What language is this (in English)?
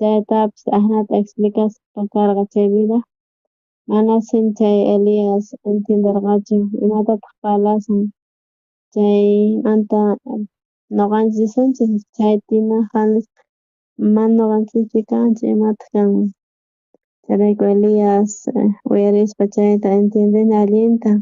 South Bolivian Quechua